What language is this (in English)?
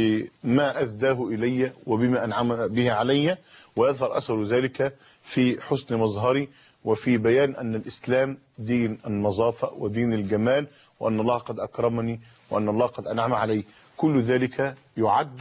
Arabic